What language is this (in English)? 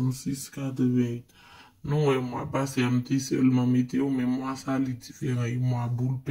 Haitian Creole